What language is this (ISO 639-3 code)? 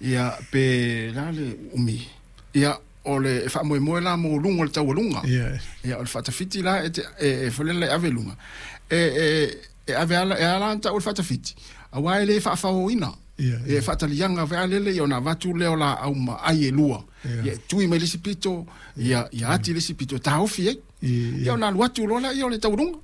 smo